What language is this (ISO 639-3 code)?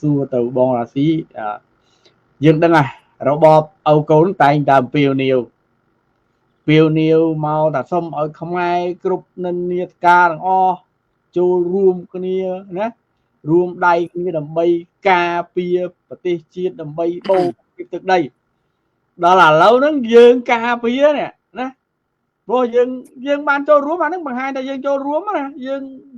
khm